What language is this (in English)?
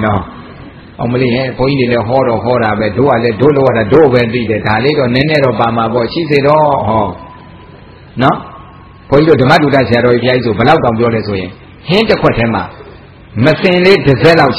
Burmese